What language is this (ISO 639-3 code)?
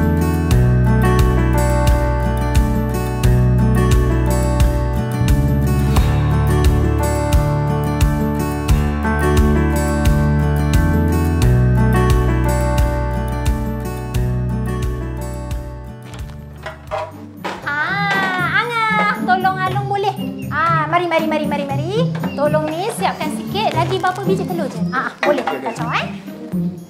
msa